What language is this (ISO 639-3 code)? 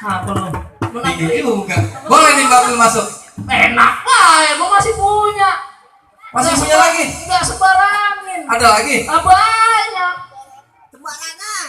bew